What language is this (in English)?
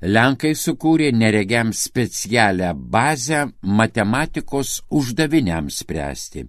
Lithuanian